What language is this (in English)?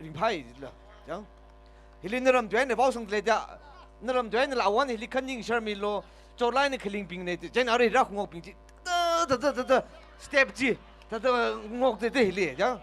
Tangkhul Naga (India)